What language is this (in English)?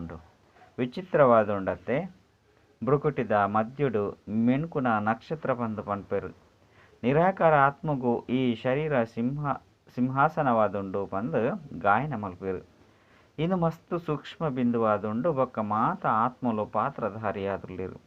Tulu